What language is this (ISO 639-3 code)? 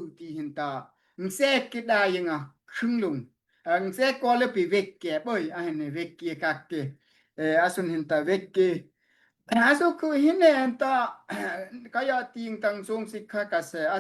dao